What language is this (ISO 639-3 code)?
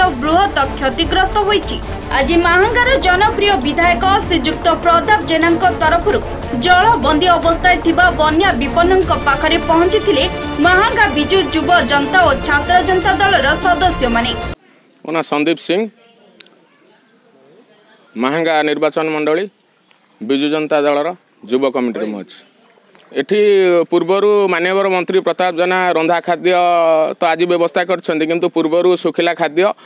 ori